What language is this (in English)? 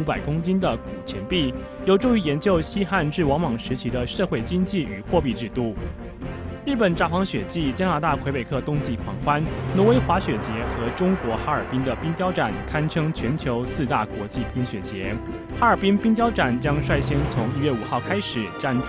Chinese